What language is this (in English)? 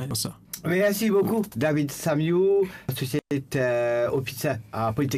Morisyen